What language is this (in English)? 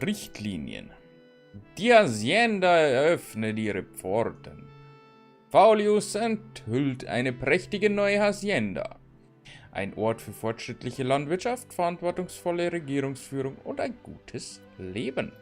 Bavarian